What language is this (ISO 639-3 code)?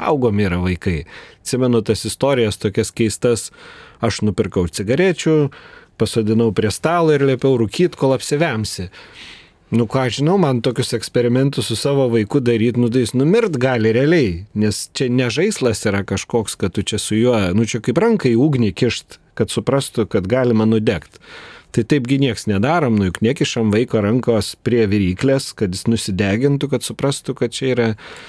lit